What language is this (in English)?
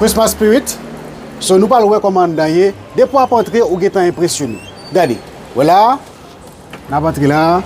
Haitian Creole